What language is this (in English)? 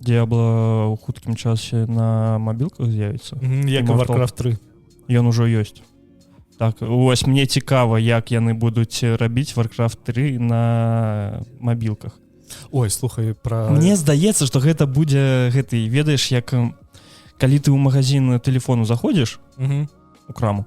Belarusian